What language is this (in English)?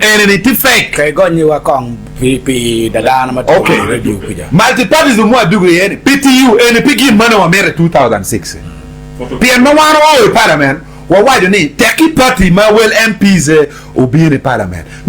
Acoli